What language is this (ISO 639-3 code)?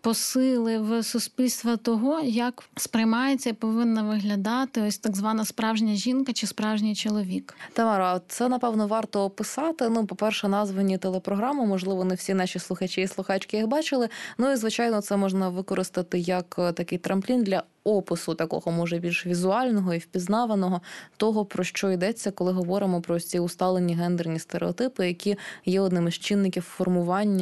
ukr